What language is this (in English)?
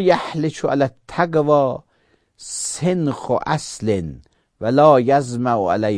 Azerbaijani